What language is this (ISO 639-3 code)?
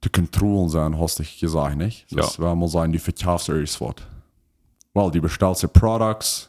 pdt